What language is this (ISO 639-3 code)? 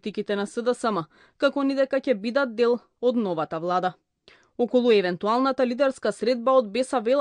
mkd